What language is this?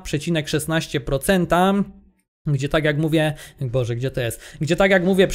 Polish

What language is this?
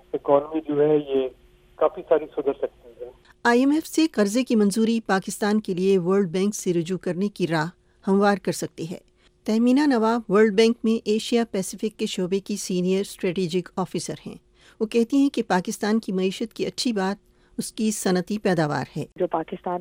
Urdu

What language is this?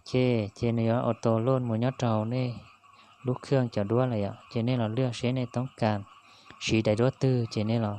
Hmong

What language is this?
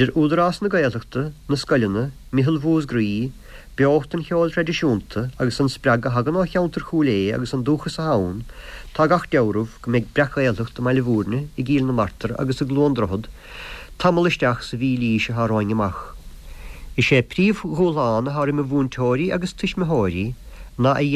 Irish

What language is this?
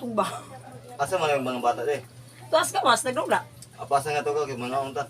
Cebuano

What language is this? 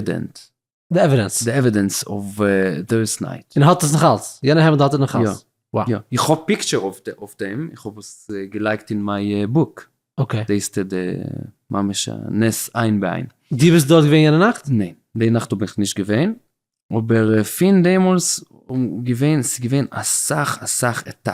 Yiddish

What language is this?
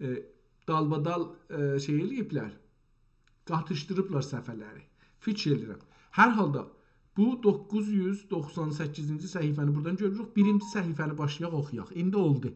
South Azerbaijani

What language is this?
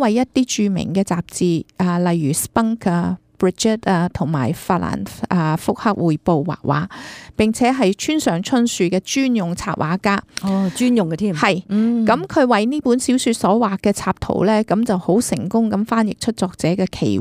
Cantonese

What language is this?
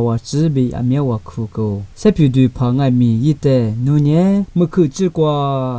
Lisu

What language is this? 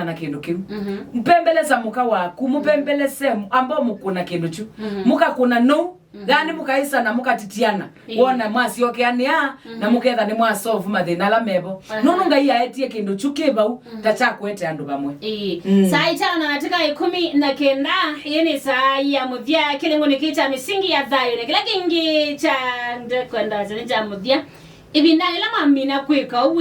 Kamba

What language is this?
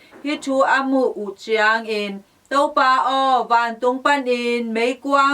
Tedim Chin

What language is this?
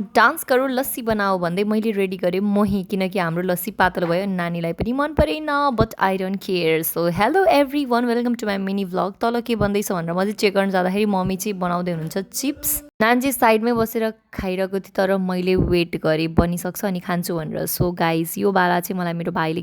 Nepali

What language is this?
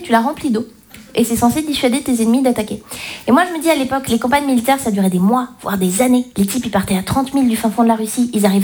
French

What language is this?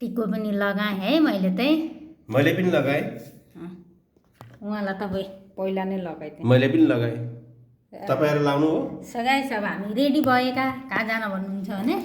Nepali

